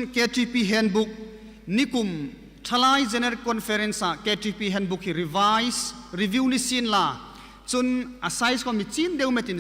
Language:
Hmar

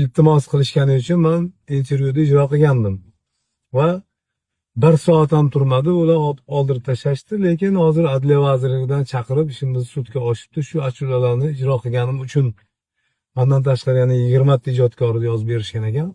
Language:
Uzbek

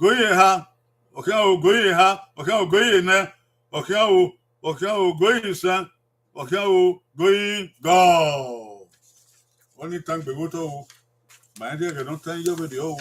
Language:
Bini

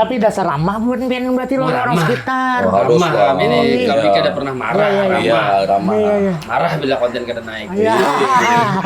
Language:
Banjar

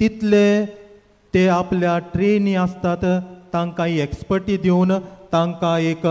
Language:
Konkani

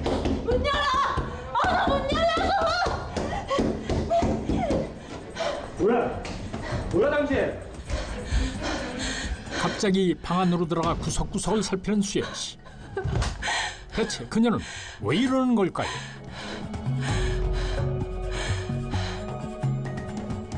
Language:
Korean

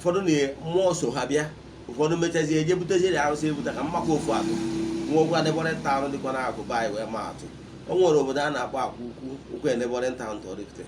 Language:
Igbo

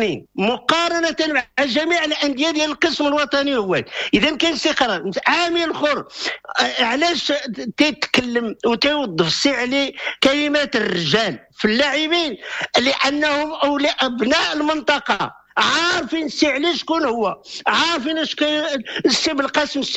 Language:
Moroccan Arabic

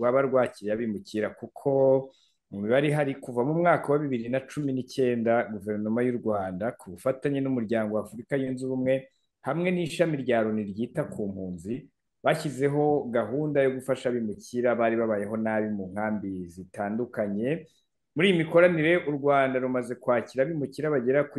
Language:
Kinyarwanda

